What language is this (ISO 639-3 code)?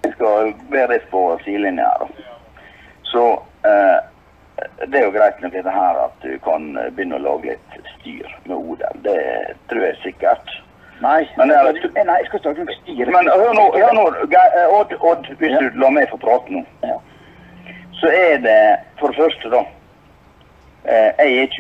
nor